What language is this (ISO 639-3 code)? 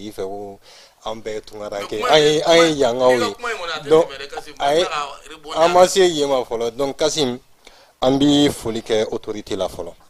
bam